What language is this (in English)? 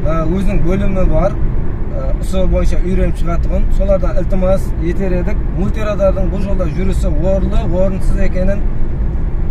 Kazakh